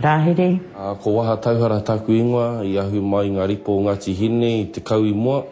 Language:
Māori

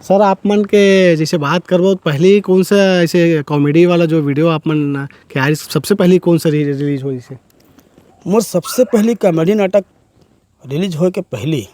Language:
Chhattisgarhi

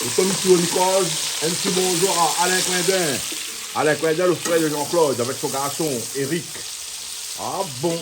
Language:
Réunion Creole French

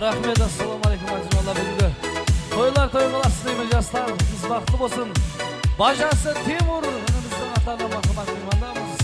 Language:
Kara-Kalpak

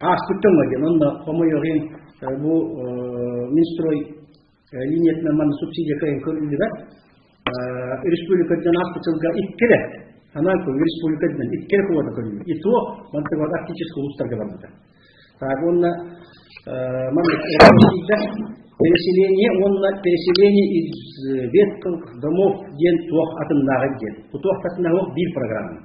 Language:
Yakut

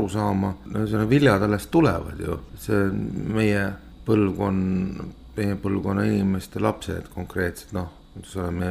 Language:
Estonian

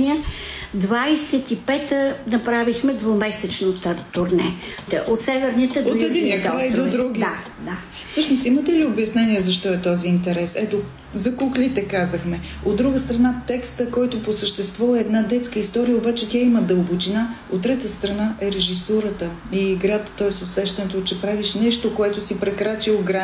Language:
Bulgarian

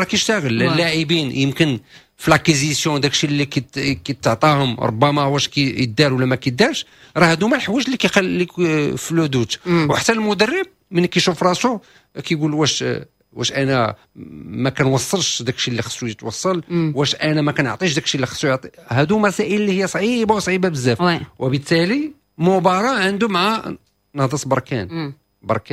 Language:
Moroccan Arabic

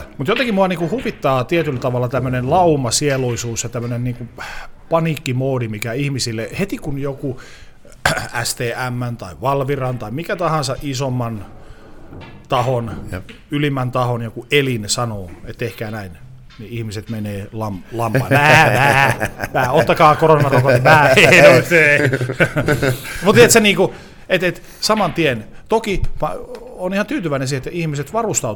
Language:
Finnish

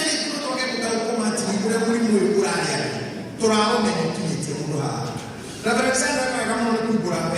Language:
Kikuyu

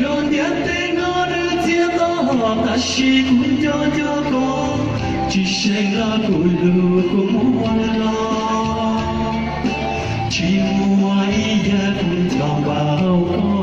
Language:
Hmong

